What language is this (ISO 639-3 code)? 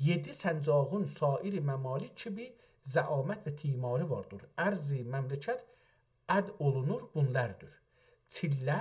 azb